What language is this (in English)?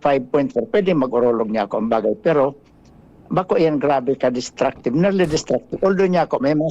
Bikol